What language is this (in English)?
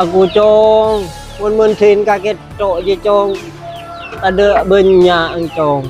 Madurese